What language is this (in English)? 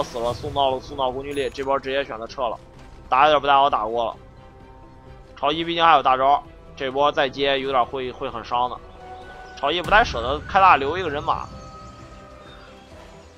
Chinese